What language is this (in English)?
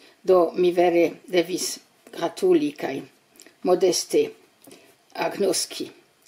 Esperanto